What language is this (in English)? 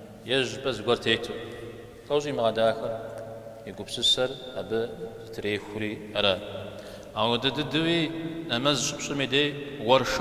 Kabardian